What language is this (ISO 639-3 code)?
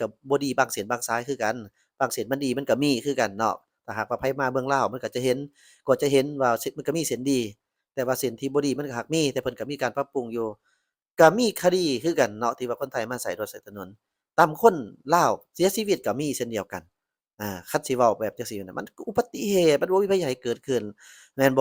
lao